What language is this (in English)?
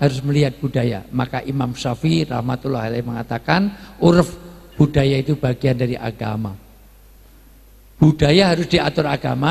Indonesian